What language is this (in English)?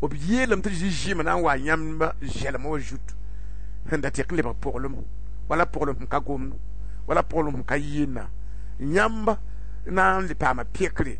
Mossi